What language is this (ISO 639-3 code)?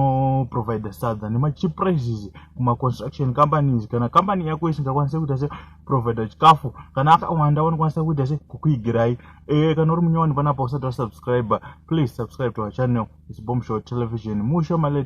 sna